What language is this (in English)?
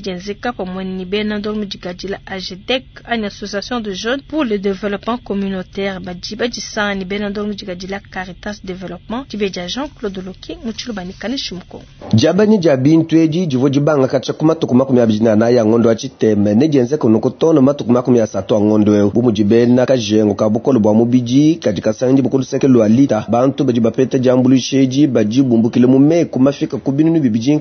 Luba-Lulua